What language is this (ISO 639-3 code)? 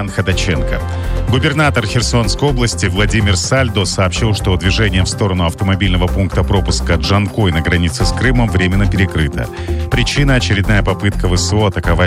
rus